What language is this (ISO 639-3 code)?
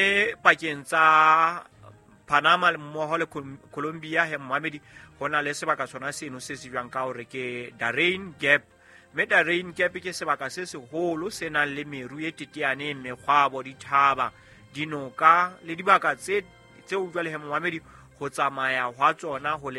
sot